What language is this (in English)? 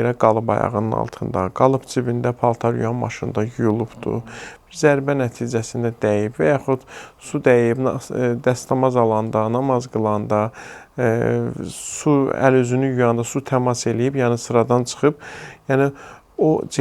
Azerbaijani